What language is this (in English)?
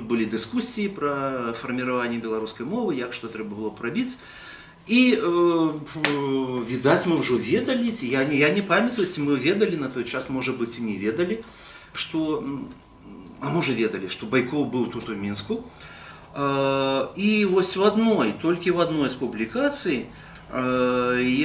Belarusian